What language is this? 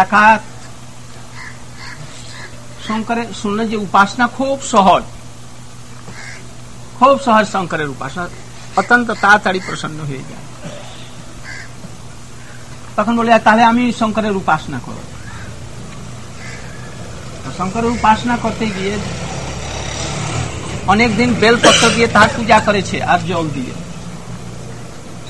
Bangla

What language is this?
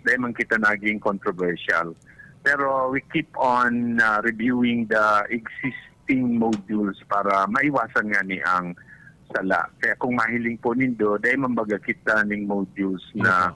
Bikol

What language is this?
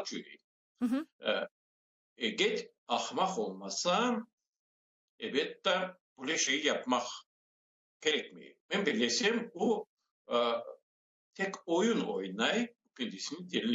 Crimean Tatar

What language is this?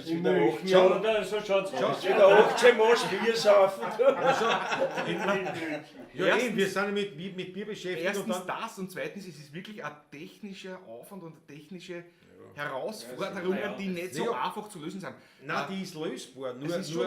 Bavarian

